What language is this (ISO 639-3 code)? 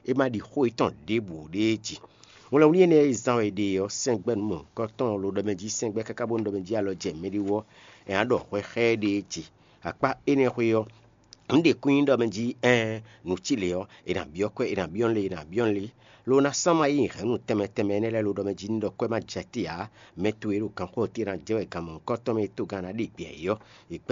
fon